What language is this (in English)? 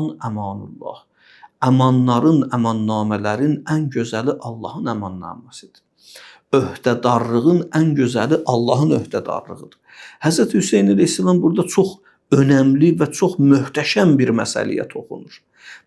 Azerbaijani